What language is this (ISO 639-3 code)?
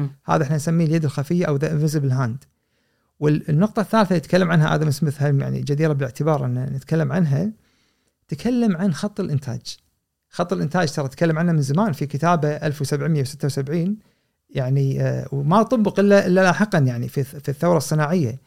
afb